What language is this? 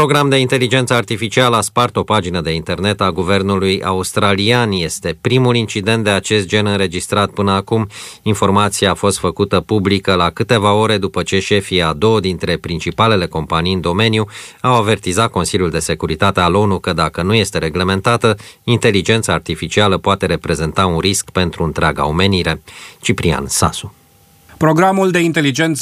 Romanian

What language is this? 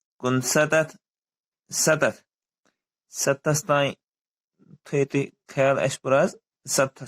Kashmiri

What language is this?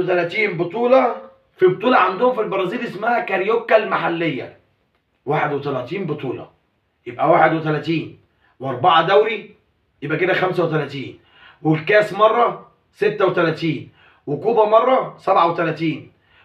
Egyptian Arabic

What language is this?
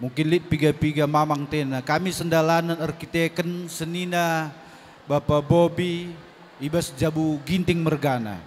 Batak Karo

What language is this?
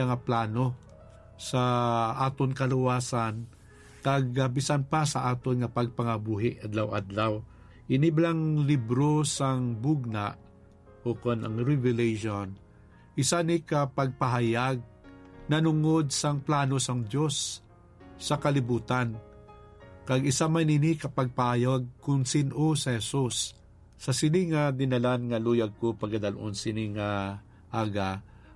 Hiligaynon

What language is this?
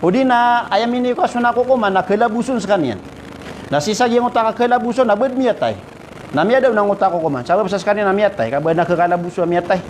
Maranao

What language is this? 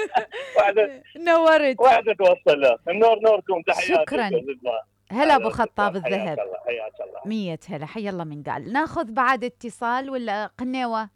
Mesopotamian Arabic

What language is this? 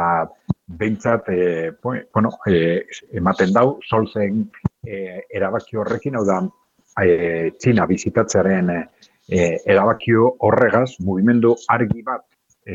Basque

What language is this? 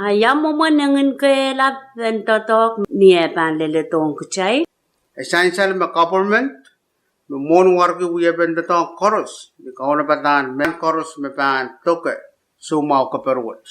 Pohnpeian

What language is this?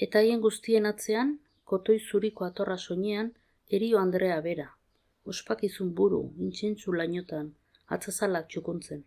Basque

